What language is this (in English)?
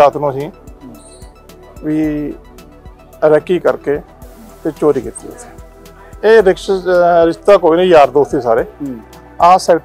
Punjabi